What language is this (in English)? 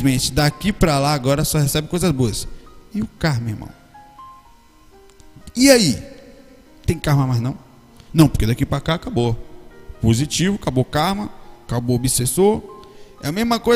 Portuguese